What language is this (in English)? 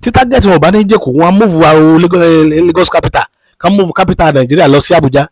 Yoruba